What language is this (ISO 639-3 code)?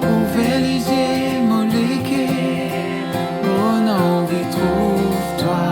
mfe